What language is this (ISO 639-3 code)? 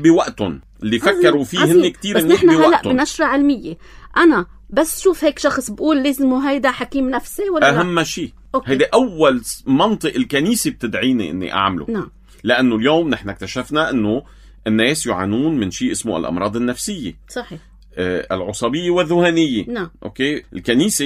apc